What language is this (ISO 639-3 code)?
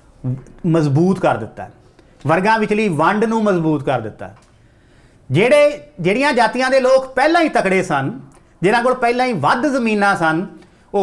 pan